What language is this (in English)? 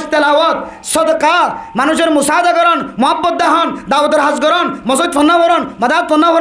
Rohingya